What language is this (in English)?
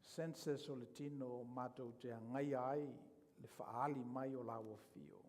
Samoan